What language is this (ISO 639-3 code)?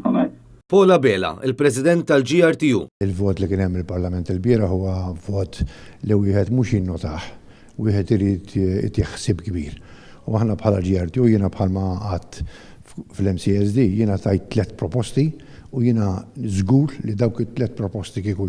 mlt